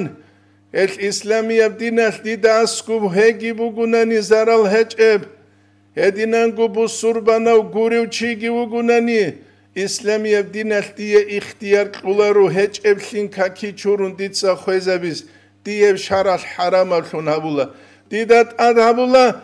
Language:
Avaric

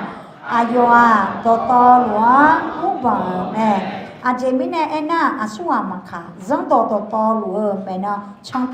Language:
Akha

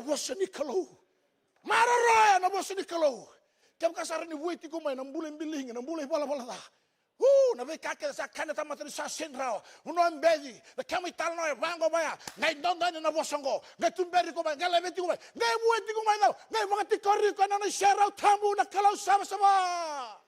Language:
Fijian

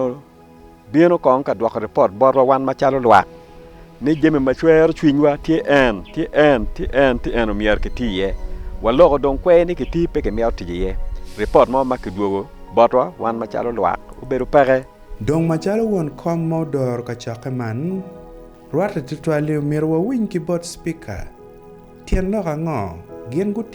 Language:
Acoli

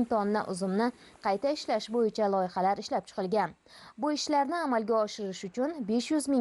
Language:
Uzbek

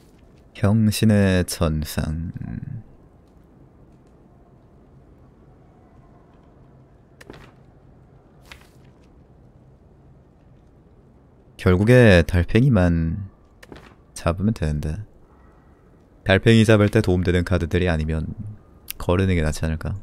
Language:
Korean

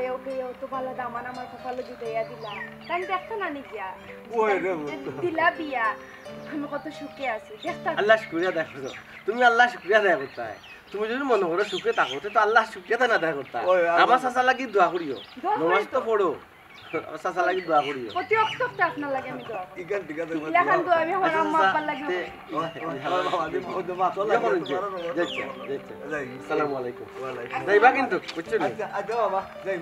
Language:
Sylheti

